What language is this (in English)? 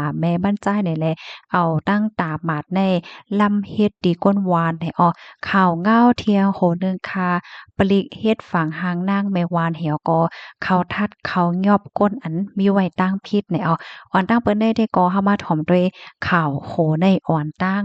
Shan